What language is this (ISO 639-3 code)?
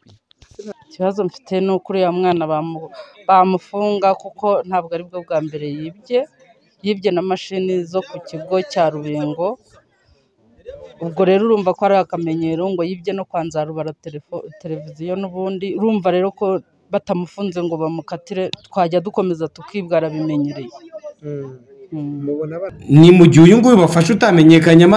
kin